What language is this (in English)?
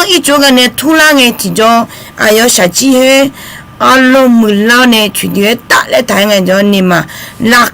Akha